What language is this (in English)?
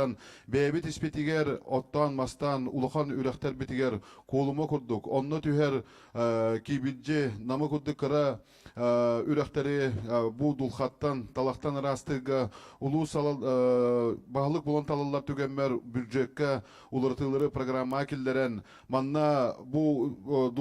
Yakut